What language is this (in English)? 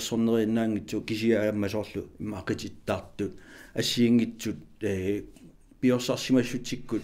Kalaallisut